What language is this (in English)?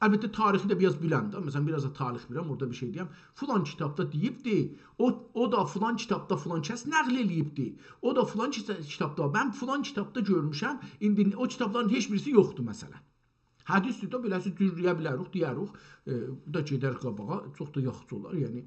South Azerbaijani